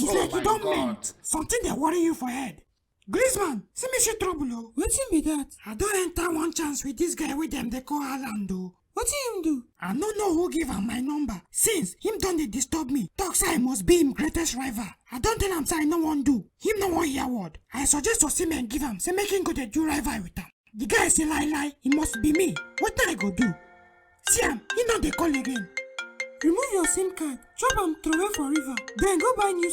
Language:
Nigerian Pidgin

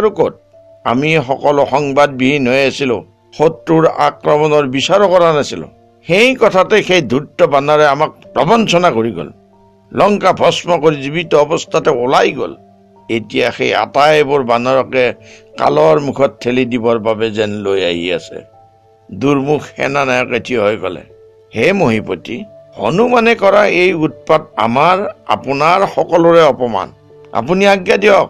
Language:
Assamese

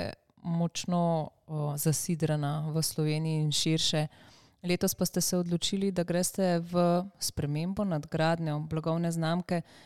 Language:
Slovenian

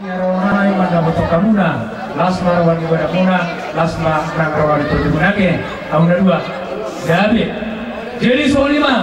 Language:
Batak Toba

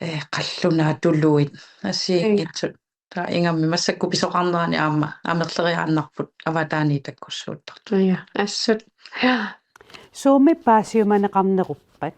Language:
Kalaallisut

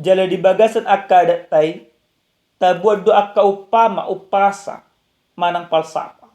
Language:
Batak Toba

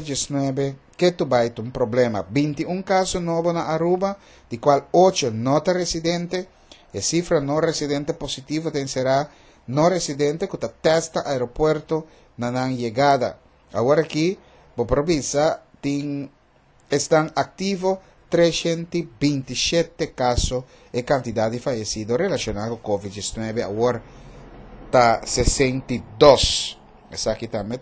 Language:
Papiamento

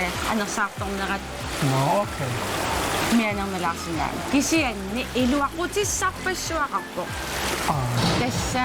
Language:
Kalaallisut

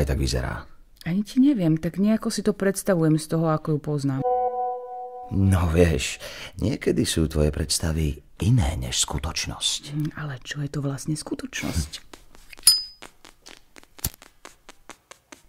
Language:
Slovak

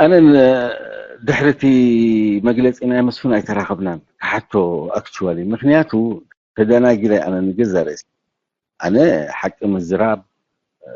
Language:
Tigrinya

